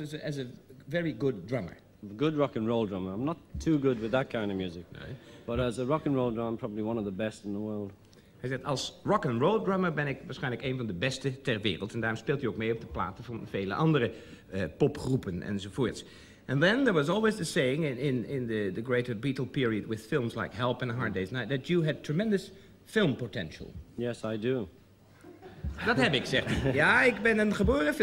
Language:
Dutch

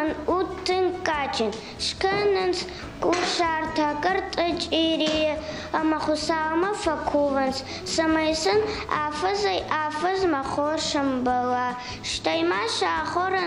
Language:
Ossetic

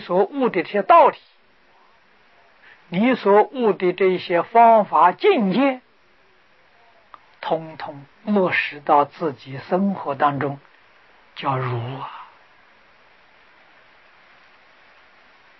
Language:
Chinese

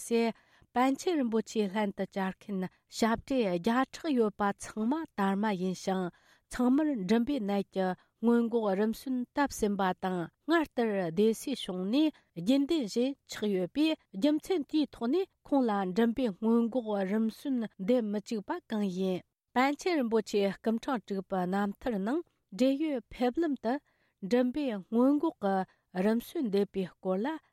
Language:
Tibetan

